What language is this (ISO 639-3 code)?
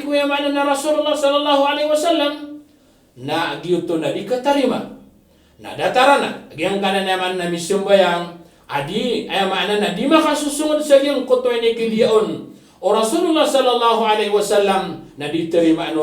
mrw